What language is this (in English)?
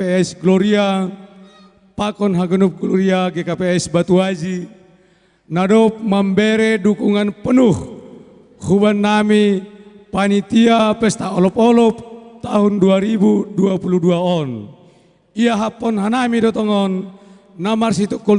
Batak Simalungun